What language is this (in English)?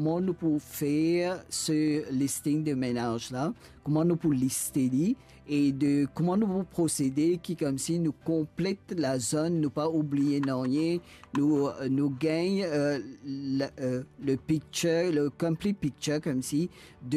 Morisyen